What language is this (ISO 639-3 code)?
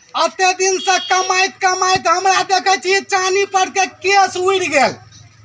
mai